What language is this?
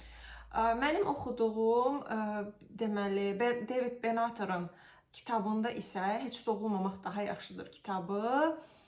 Azerbaijani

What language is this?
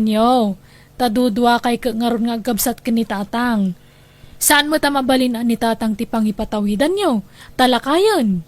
Iloko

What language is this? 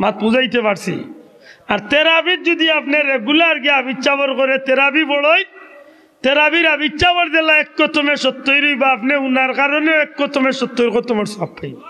Sylheti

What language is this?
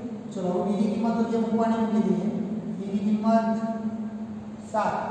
Gujarati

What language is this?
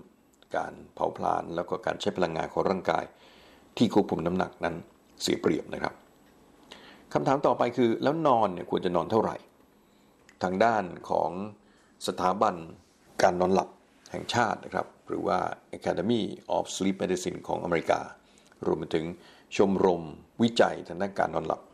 Thai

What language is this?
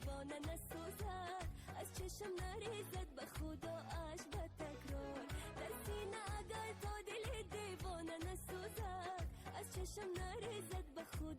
Tajik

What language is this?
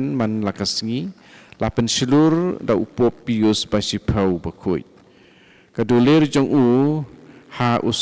Khasi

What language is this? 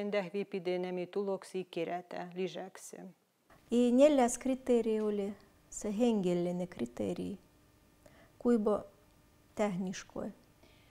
Finnish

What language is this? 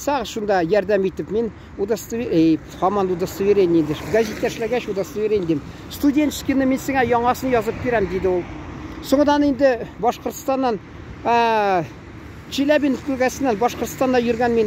Tatar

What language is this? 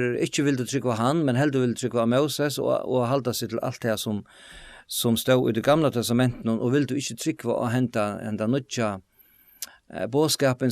Faroese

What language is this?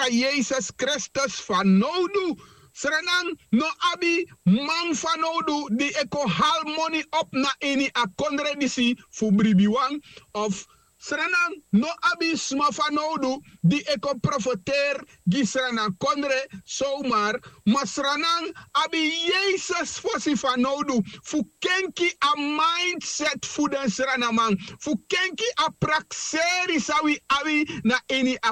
Sranan Tongo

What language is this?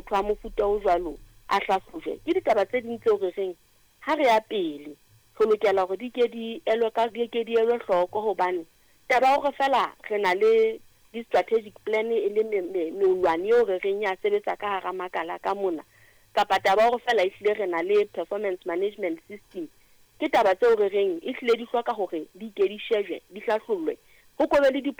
Southern Sotho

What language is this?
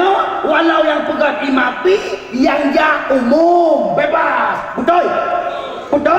Achinese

